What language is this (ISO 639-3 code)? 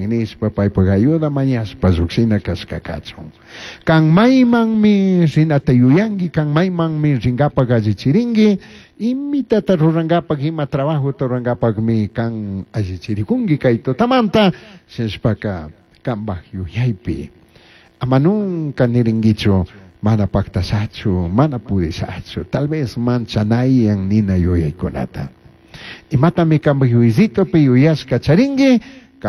qug